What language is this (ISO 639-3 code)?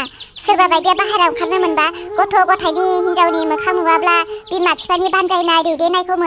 brx